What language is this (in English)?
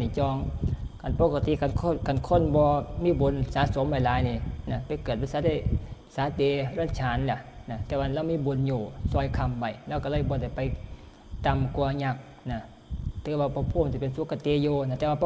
Northeastern Thai